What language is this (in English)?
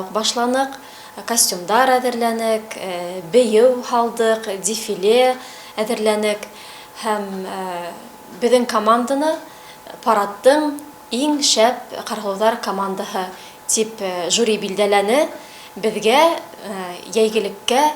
Bashkir